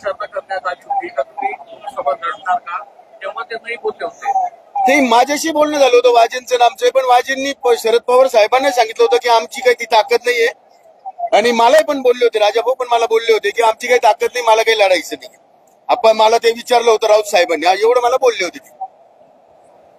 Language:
Marathi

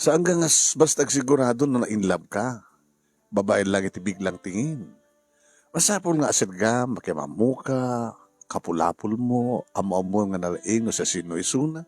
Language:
Iloko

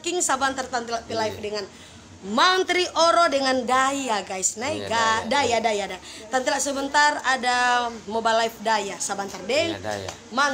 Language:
Manado Malay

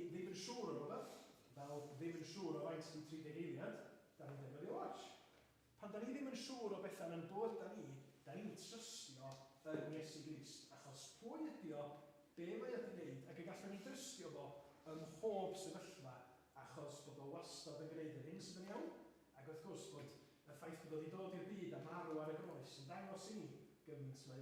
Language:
Welsh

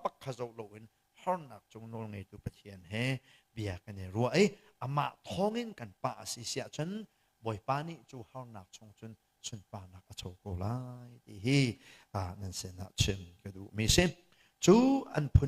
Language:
Hakha Chin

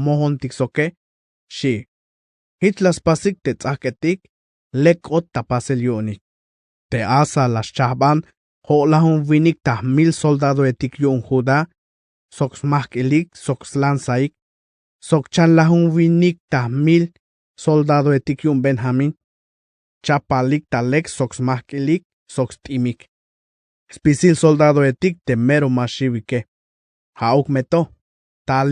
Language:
Tzeltal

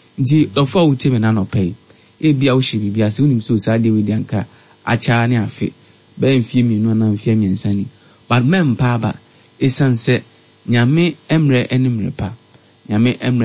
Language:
Akan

